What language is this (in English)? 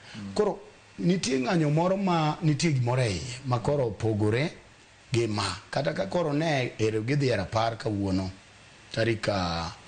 Luo (Kenya and Tanzania)